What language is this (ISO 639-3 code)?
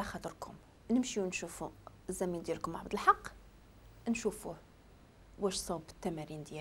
ary